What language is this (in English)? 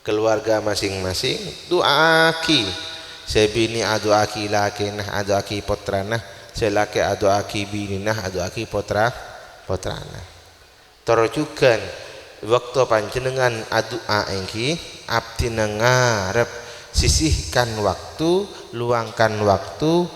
Madurese